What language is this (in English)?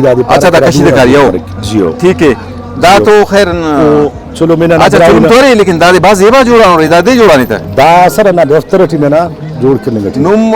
Brahui